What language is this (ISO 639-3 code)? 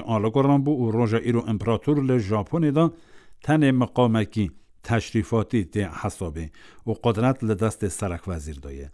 kur